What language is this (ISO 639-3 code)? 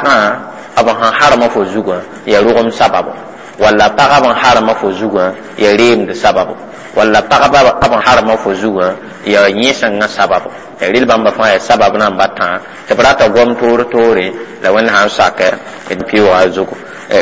mos